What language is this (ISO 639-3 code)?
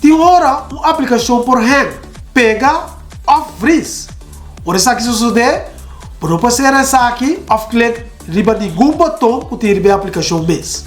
pap